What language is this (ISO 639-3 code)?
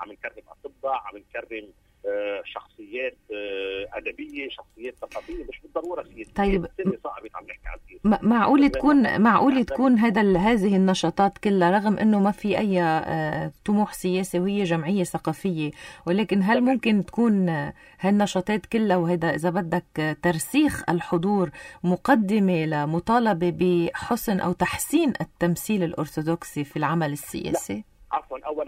apc